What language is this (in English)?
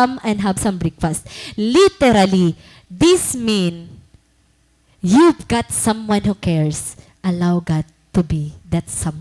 Waray